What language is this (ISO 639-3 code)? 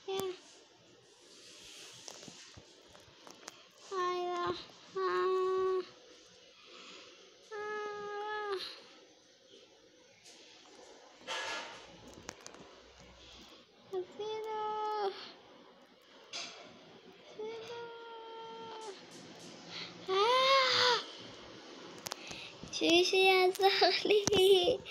heb